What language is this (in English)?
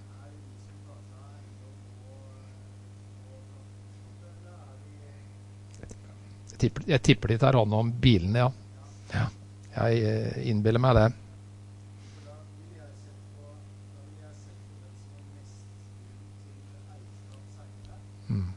Norwegian